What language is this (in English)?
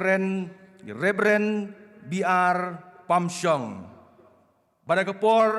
Khasi